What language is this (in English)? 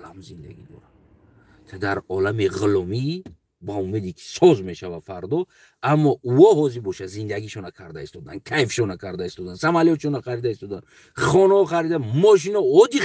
Tajik